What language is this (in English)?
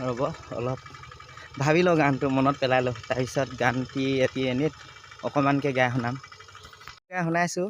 Assamese